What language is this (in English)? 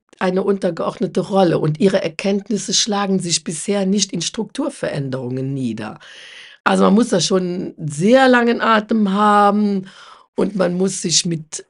German